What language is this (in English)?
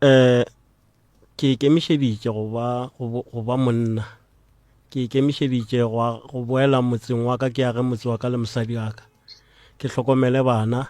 Northern Sotho